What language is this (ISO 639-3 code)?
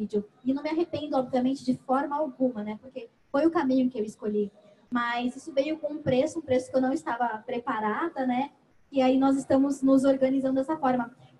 por